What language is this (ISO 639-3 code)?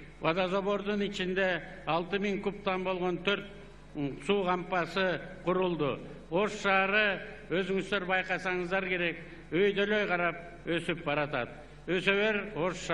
kir